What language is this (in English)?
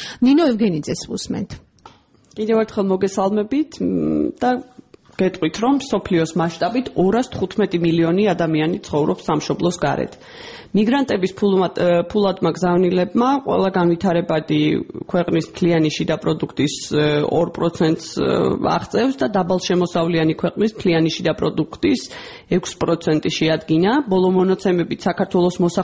Georgian